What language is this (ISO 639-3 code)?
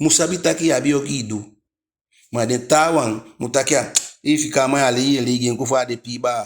djk